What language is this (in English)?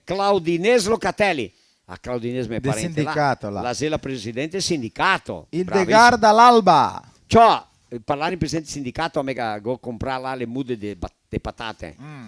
Venetian